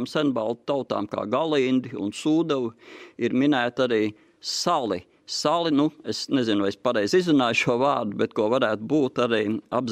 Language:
Latvian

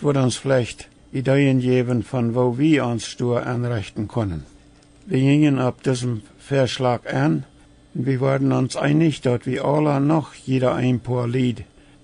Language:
Plautdietsch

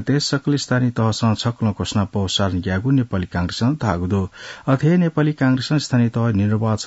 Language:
Newari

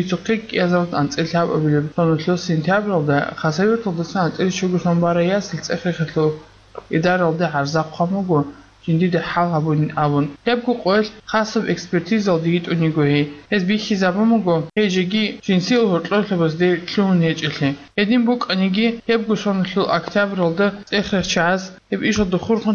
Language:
Avaric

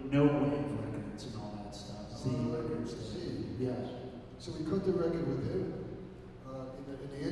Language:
English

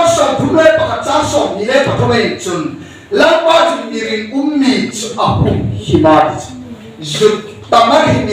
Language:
Hmar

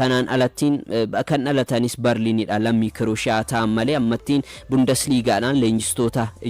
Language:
Oromo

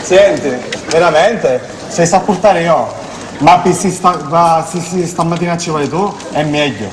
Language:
Sicilian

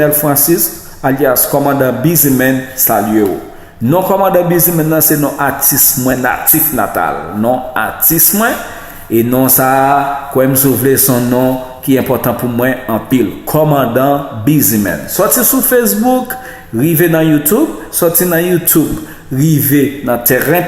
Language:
Haitian Creole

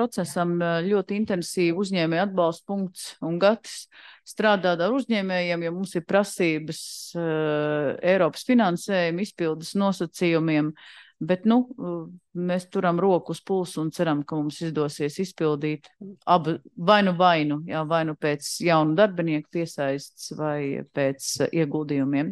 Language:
Latvian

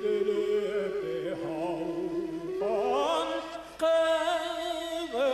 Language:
Bashkir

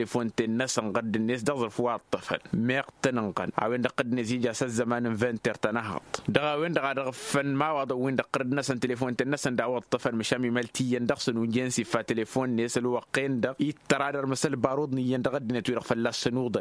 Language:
Tamasheq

